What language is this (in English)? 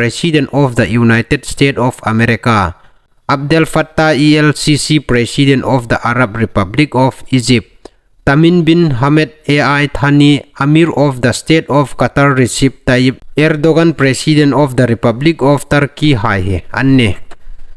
Hmar